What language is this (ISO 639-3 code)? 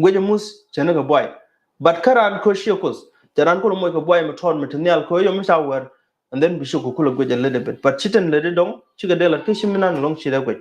nus